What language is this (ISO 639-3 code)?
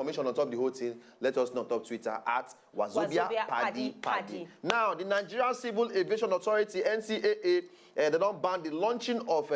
pcm